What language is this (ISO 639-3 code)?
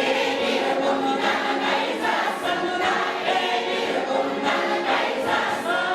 chv